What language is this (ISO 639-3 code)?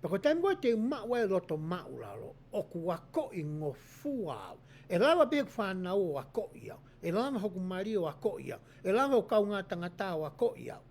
ton